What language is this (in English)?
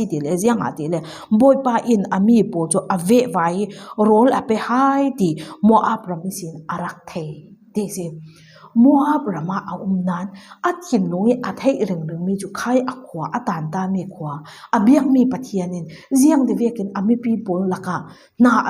Falam Chin